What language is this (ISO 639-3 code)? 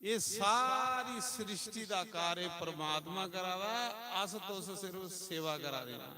doi